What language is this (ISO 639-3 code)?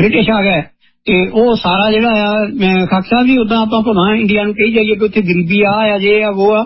pan